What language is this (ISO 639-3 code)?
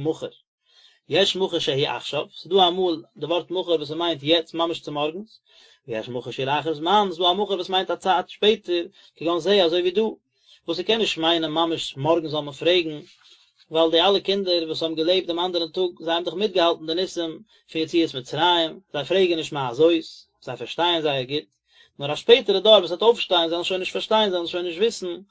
yid